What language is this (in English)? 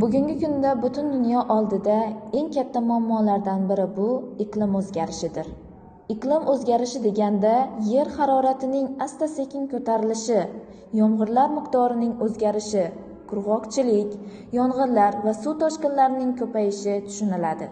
Uzbek